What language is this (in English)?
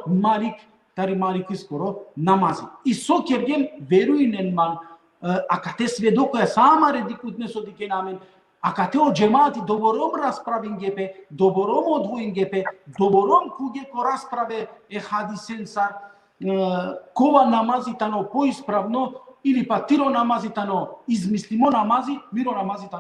Balkan Romani